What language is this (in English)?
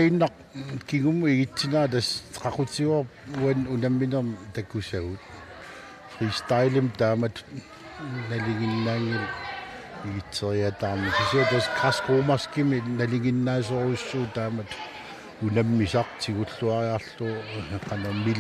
Kalaallisut